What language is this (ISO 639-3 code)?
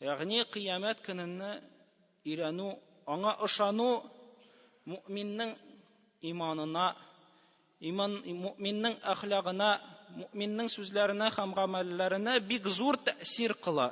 tat